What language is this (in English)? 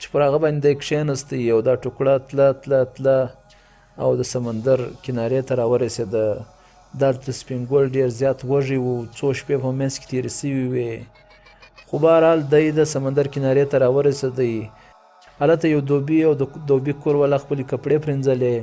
Pashto